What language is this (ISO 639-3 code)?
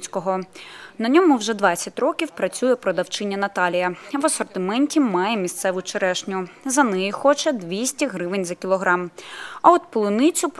ukr